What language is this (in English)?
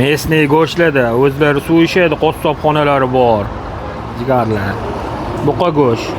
Uzbek